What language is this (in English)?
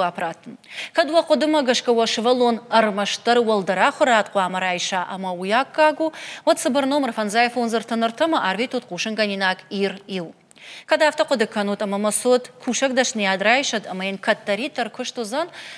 Ossetic